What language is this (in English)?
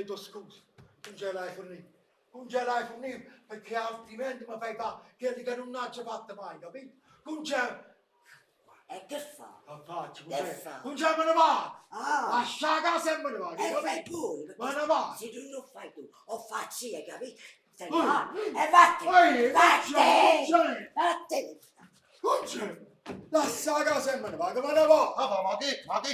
Neapolitan